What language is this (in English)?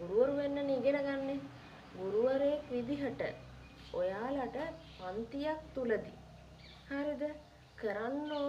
Sinhala